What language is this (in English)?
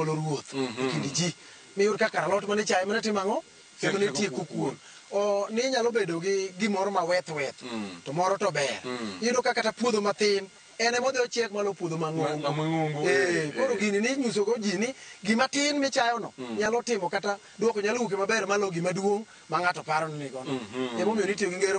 Luo (Kenya and Tanzania)